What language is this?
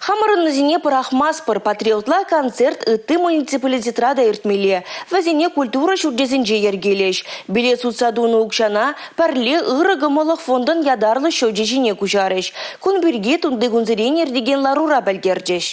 Chuvash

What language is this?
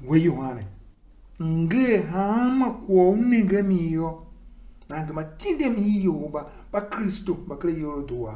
Tiv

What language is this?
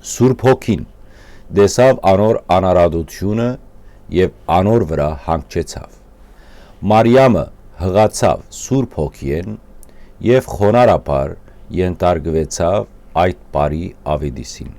Western Armenian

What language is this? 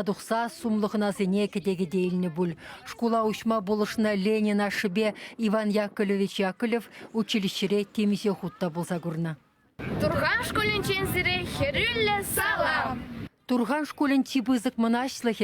Chuvash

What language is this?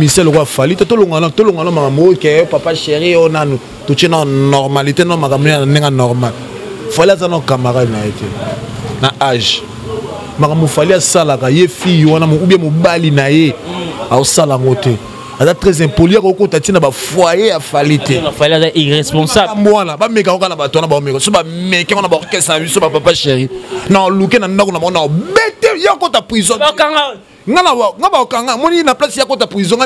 Lingala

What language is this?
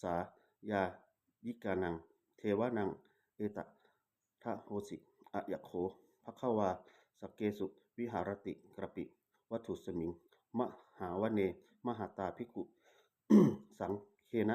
Pali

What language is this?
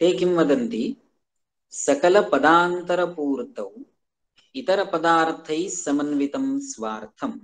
Sanskrit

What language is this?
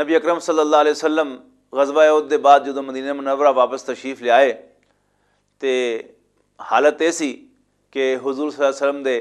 Western Panjabi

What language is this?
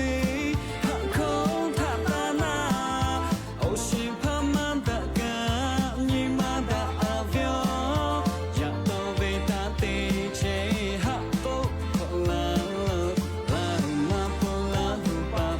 Lahu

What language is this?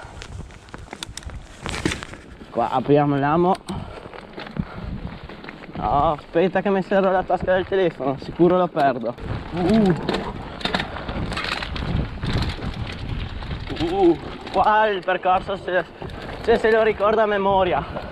Italian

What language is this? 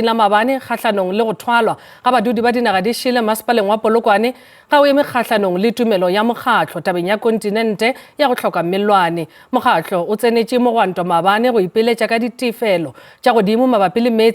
Northern Sotho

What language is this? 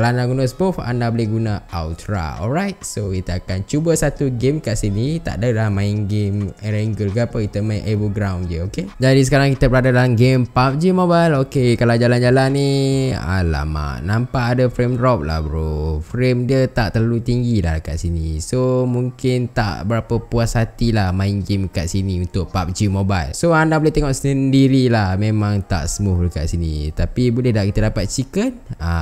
Malay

